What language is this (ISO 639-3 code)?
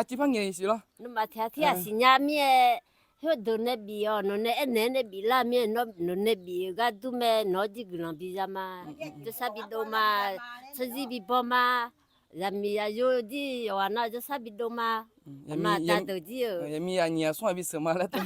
ahk